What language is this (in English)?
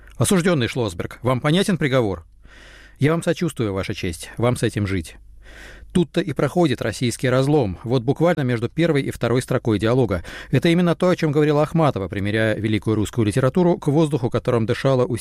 Russian